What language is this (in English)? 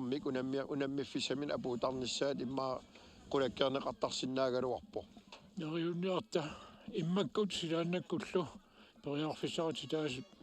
Kalaallisut